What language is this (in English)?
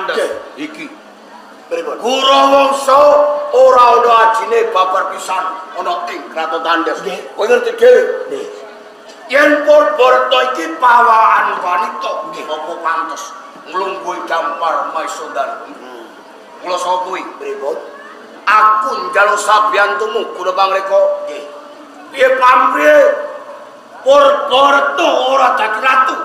Javanese